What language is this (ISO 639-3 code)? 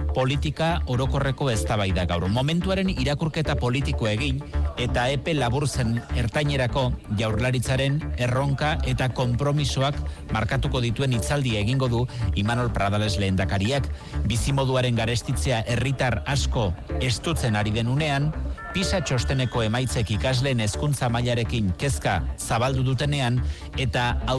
eus